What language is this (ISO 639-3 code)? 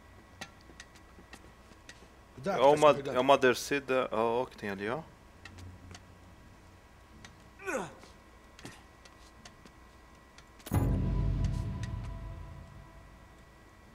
por